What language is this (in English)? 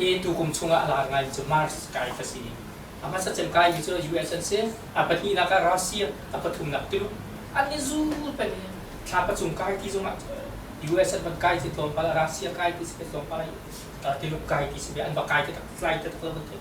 Hakha Chin